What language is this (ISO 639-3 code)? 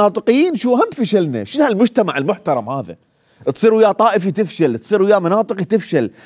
acm